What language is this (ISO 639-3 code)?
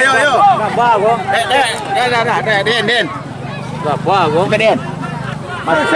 min